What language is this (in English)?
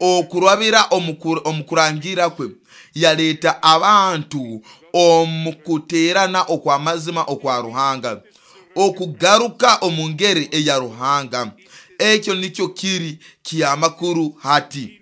Nyoro